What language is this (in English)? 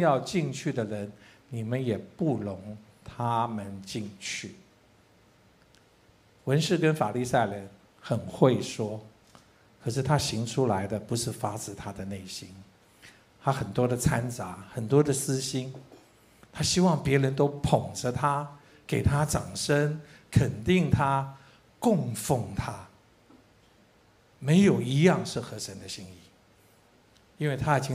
Chinese